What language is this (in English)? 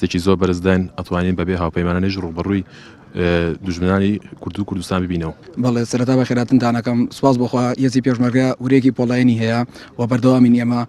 Central Kurdish